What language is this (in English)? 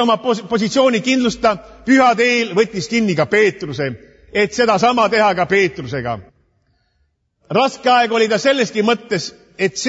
Estonian